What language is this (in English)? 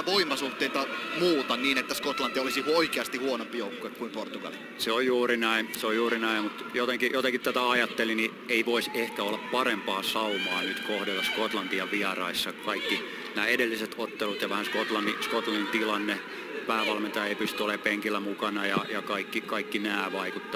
Finnish